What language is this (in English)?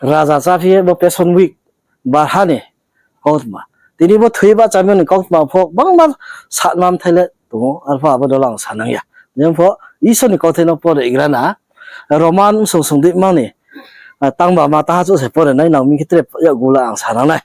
Riang (India)